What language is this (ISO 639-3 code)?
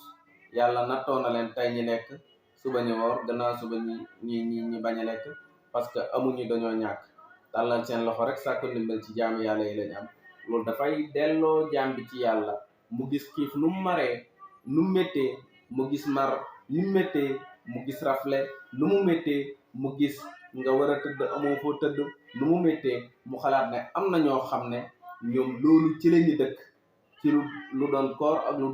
wol